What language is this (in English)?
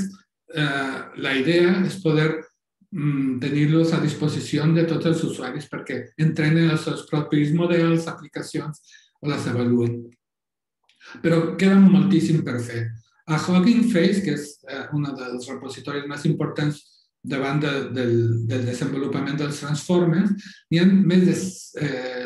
Catalan